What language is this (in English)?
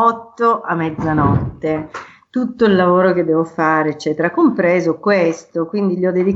Italian